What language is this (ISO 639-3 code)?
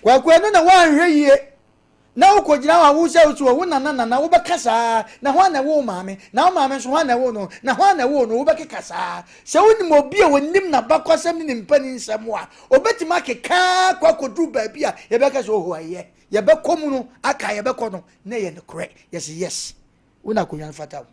aka